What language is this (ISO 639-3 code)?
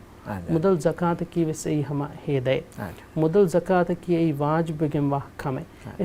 div